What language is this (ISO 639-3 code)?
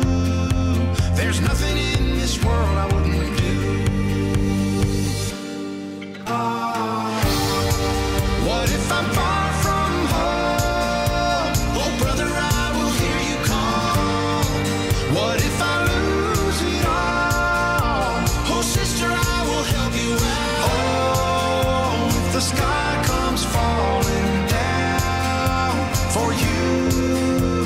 eng